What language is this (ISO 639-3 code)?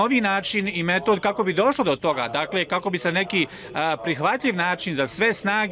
bos